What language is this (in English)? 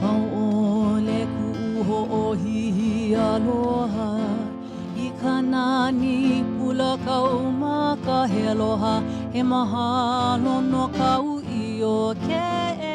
Hawaiian